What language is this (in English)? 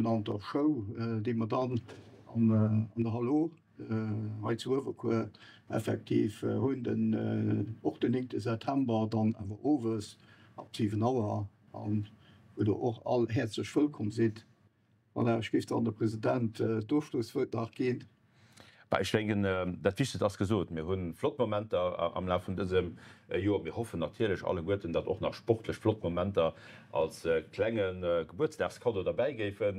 Luxembourgish